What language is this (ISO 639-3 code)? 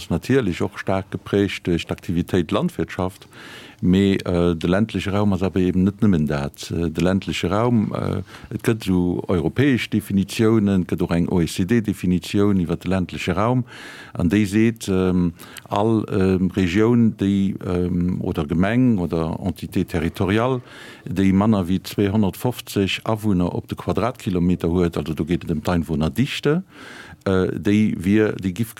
ltz